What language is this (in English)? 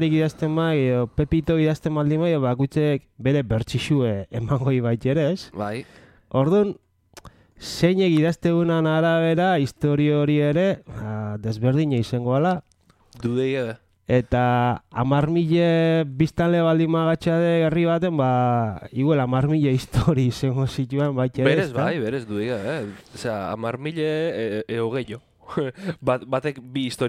Basque